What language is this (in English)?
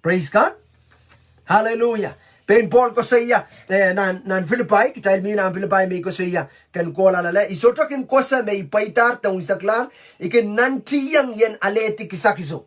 Pohnpeian